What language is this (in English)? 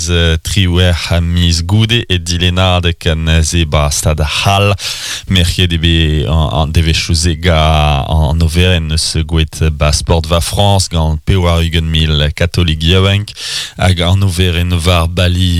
Breton